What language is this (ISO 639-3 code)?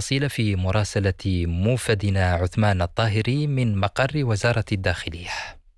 ara